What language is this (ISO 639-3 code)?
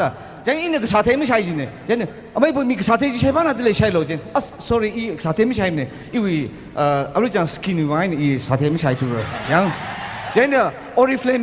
nmf